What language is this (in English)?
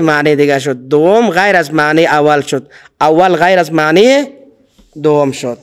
Persian